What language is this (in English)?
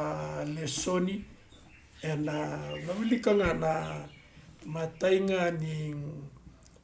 Fijian